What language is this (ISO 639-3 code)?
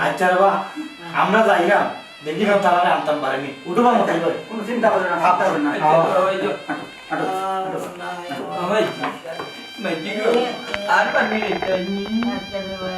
syl